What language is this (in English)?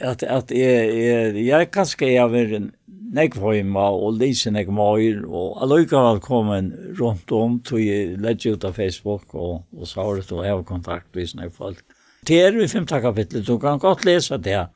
Faroese